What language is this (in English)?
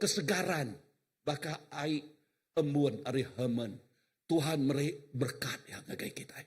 Iban